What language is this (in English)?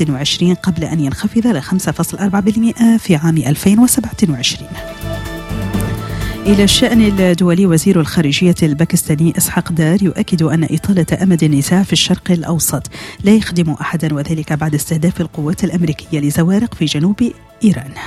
Arabic